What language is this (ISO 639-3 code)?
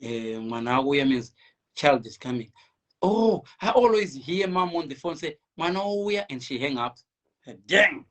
sna